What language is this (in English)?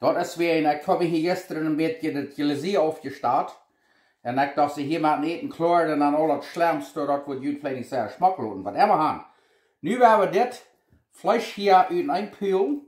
Plautdietsch